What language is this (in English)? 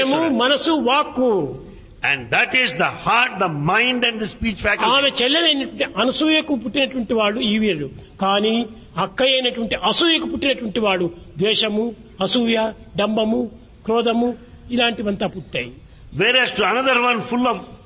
Telugu